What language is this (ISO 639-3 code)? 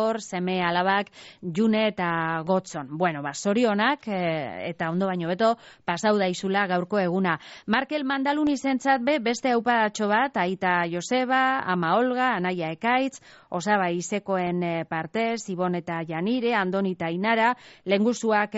eus